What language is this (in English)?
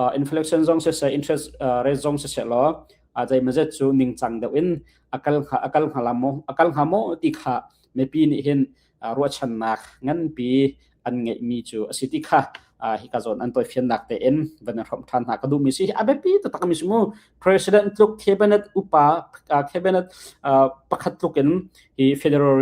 Hakha Chin